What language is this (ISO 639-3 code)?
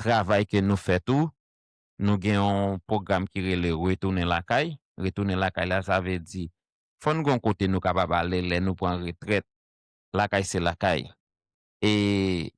hat